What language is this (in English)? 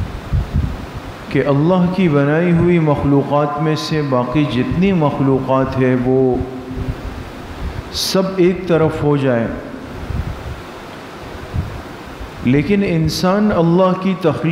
Urdu